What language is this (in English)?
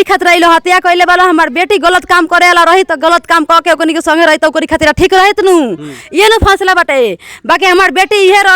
Bhojpuri